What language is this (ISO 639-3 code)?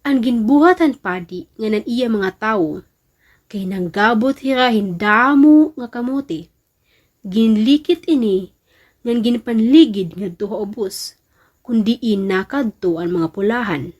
war